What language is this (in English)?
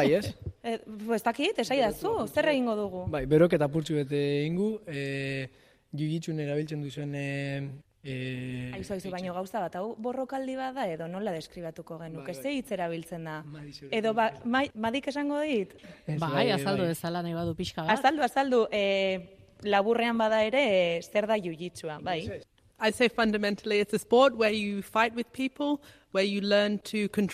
Basque